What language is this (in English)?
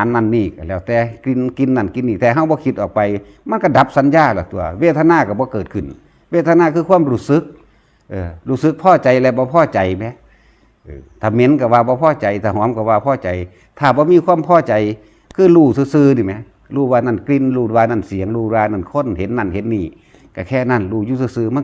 Northeastern Thai